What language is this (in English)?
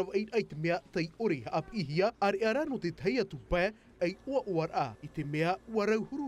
Tahitian